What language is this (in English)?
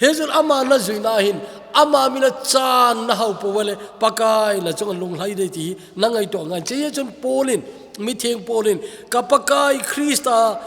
Thado Chin